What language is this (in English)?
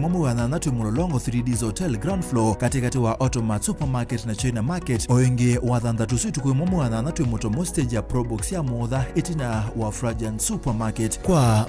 Kamba